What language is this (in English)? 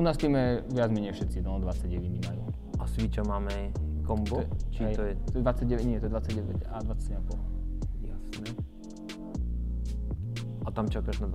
Slovak